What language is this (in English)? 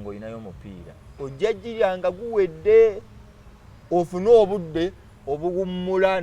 Ganda